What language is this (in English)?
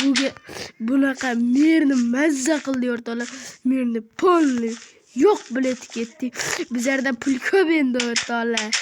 Uzbek